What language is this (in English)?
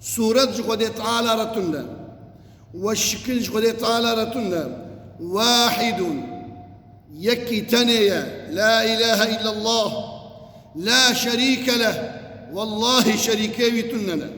Kurdish